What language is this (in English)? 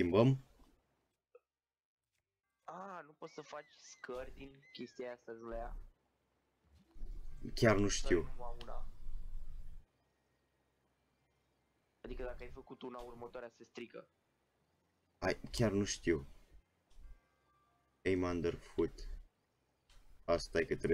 Romanian